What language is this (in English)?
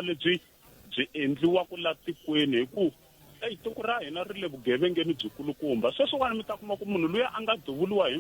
Tsonga